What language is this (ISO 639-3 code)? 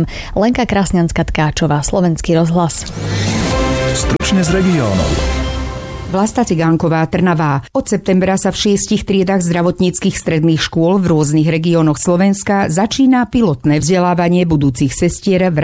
slk